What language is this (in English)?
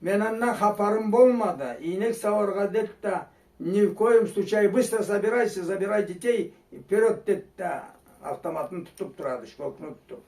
Karachay-Balkar